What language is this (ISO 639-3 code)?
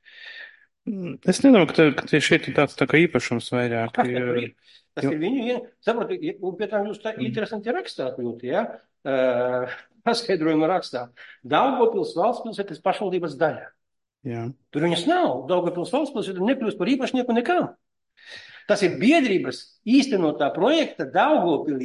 lav